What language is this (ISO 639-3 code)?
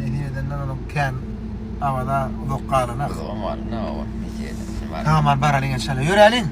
tuk